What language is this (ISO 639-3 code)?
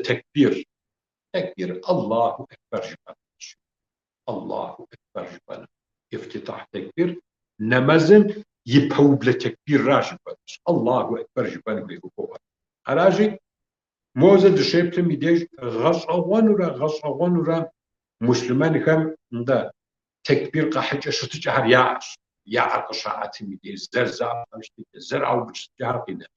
kbd